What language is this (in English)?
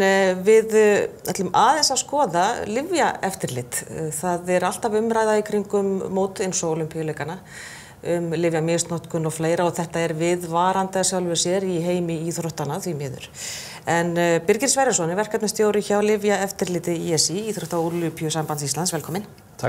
Icelandic